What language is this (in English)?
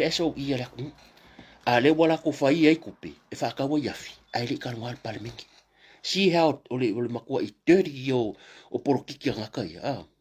Samoan